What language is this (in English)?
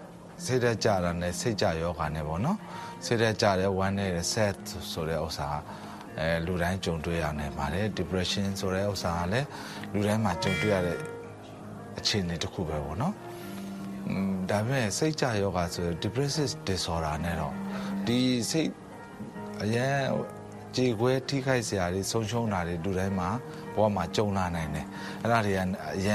Burmese